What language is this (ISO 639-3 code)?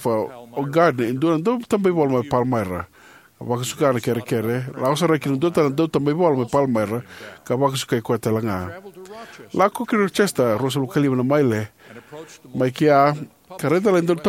fij